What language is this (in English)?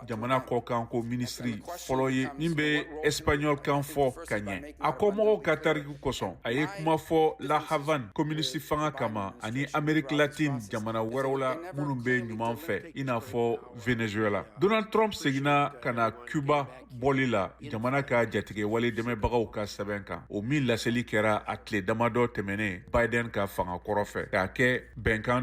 Bambara